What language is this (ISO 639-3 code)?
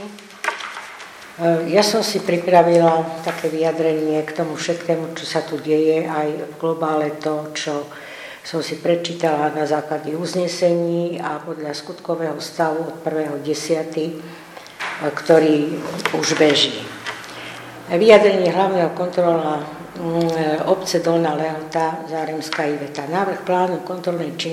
slk